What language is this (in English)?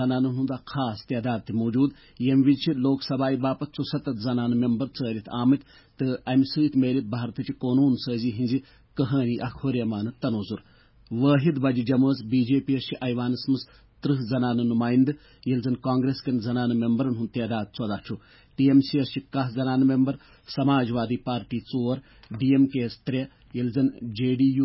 Kashmiri